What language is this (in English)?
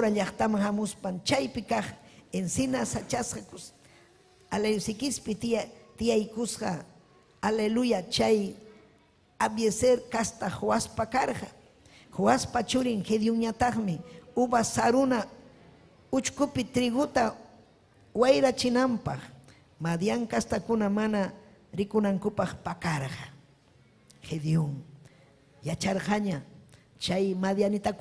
Ayacucho Quechua